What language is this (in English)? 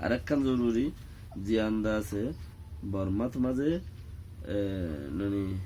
Rohingya